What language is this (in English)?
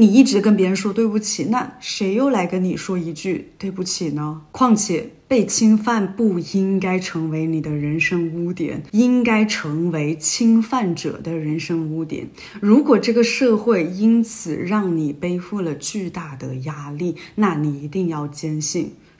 Chinese